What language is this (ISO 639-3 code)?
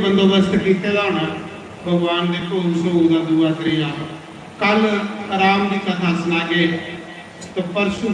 doi